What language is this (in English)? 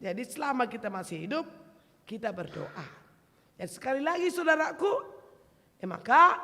Batak Karo